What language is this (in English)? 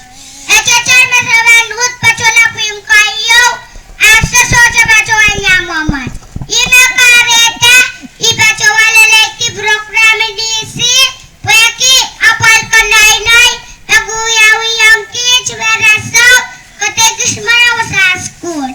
Pohnpeian